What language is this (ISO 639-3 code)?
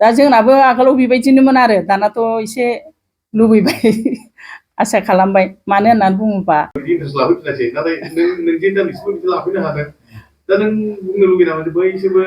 brx